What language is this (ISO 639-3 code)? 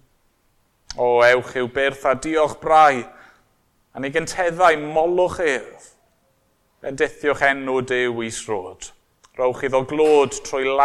cym